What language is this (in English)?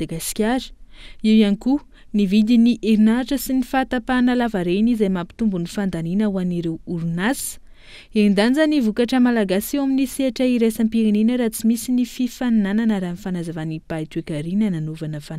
Malagasy